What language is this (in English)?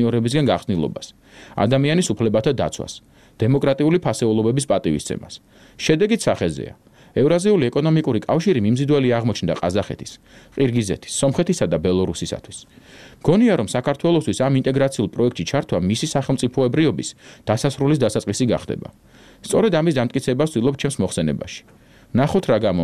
Georgian